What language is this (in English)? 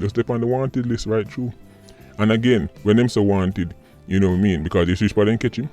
Jamaican Creole English